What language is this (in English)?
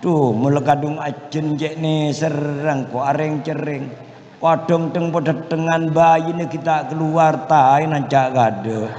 Madurese